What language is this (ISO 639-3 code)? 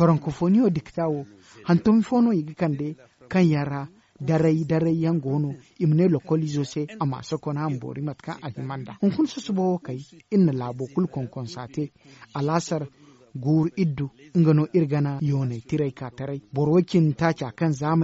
dje